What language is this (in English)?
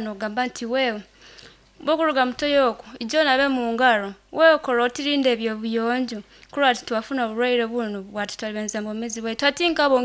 Nyoro